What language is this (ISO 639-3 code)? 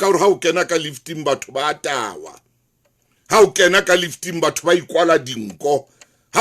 sot